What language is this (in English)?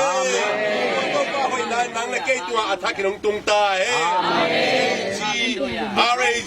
Tedim Chin